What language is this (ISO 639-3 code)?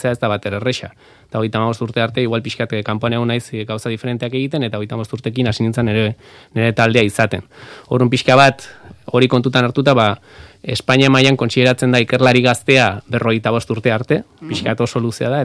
eus